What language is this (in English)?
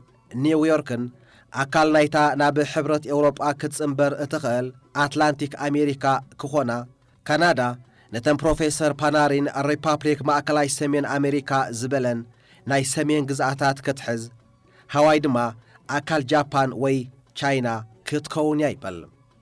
Tigrinya